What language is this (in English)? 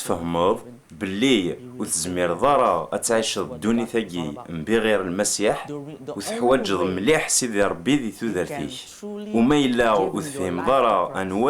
Kabyle